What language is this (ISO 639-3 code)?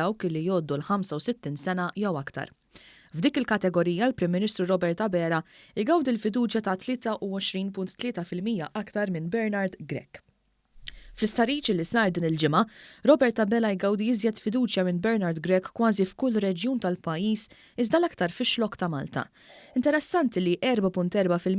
mlt